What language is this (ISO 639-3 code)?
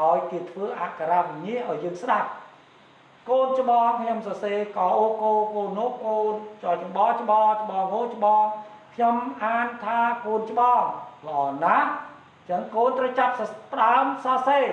khm